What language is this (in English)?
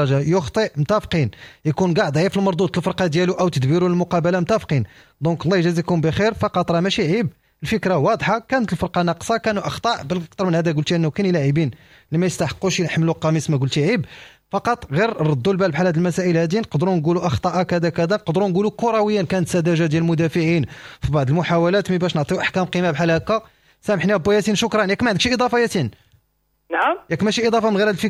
Moroccan Arabic